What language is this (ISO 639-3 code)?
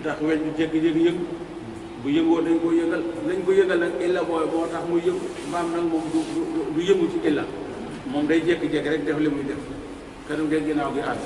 wol